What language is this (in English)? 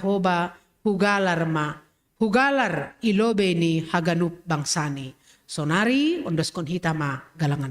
Batak Simalungun